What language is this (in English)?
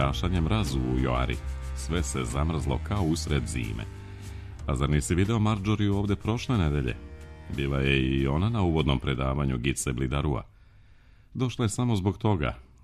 Serbian